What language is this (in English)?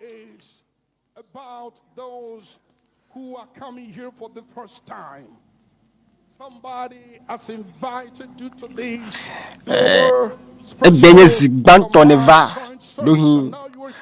Ewe